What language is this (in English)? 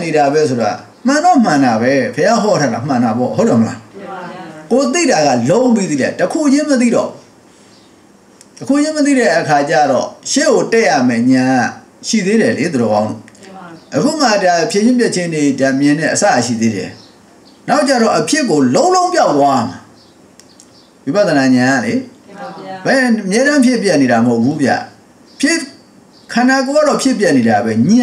Burmese